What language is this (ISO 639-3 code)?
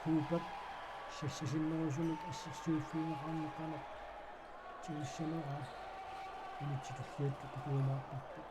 kal